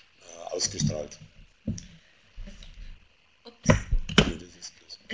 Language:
German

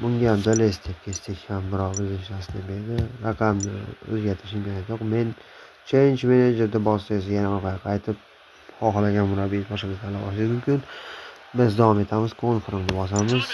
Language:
Uzbek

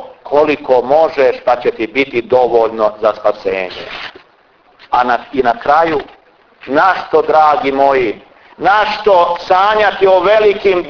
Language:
Croatian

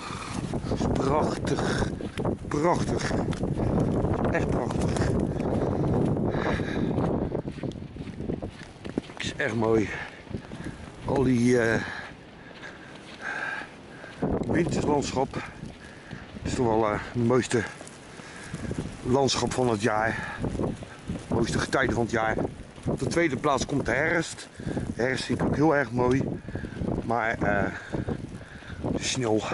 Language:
Dutch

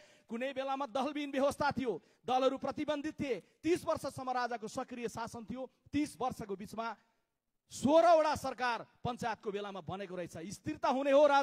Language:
Nepali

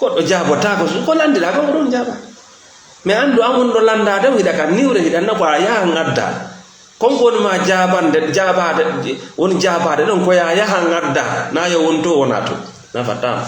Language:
Fula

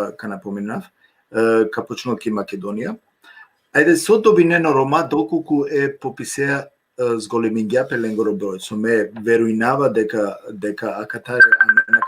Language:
Balkan Romani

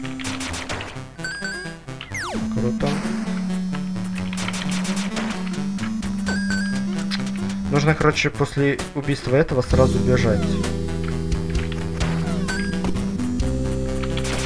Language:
Russian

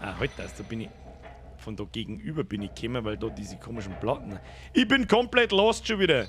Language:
Bavarian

